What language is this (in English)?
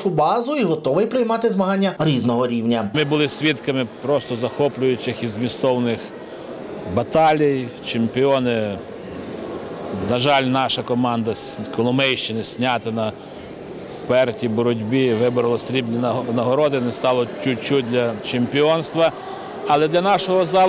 Ukrainian